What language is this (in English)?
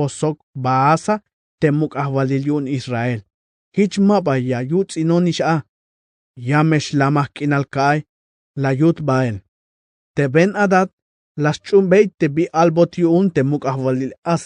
Tzeltal